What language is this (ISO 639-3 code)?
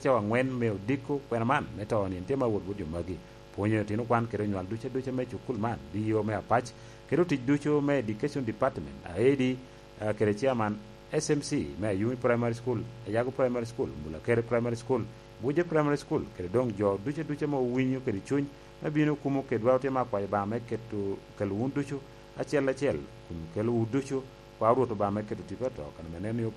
laj